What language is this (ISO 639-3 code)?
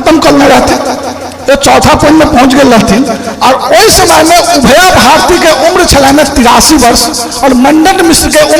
mai